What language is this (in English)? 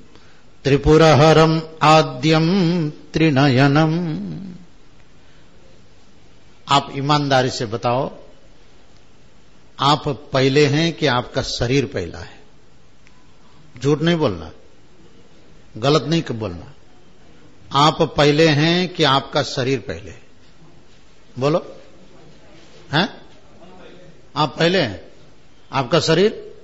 Hindi